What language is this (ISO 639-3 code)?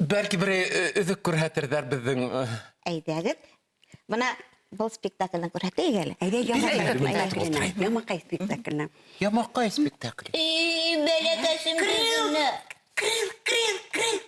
bak